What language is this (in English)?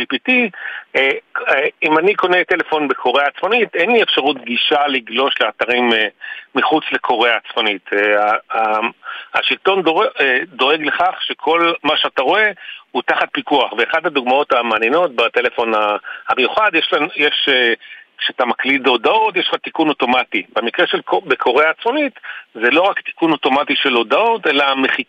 Hebrew